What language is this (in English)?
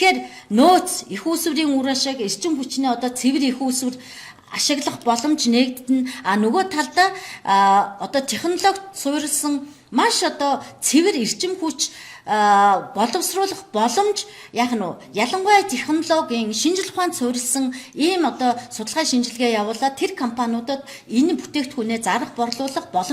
Mongolian